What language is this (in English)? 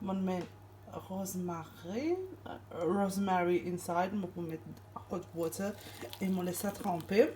Morisyen